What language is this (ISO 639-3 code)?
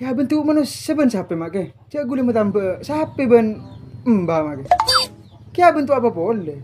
mad